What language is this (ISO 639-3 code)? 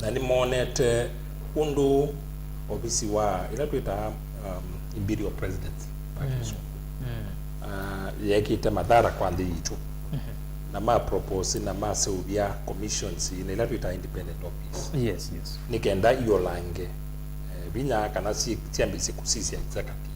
kam